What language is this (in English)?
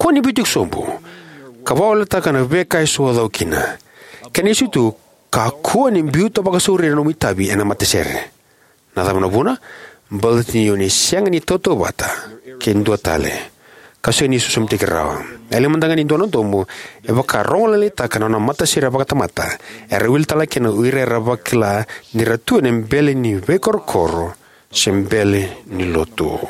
Fijian